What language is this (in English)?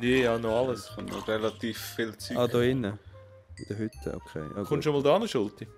Swiss German